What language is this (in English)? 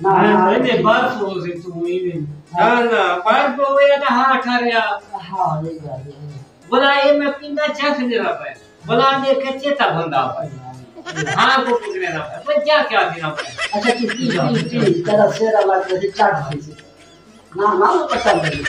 Saraiki